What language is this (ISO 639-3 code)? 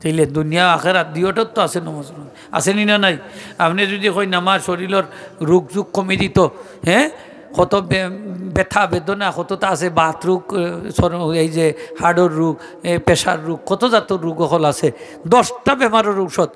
syl